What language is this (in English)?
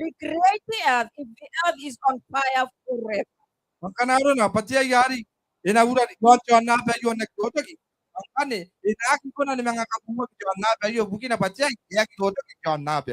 Gilbertese